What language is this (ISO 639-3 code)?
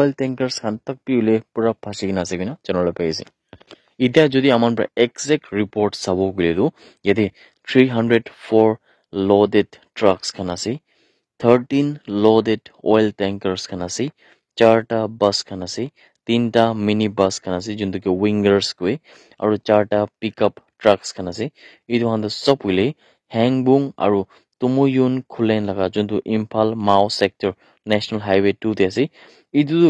nag